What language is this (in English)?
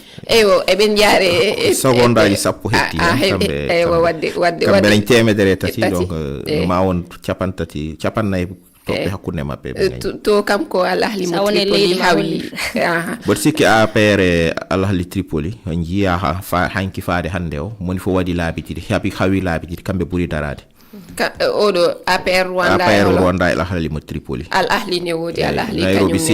Fula